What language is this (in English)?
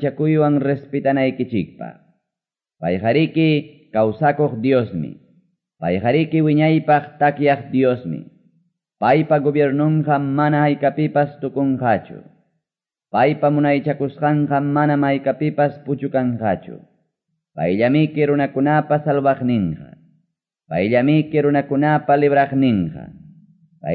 Quechua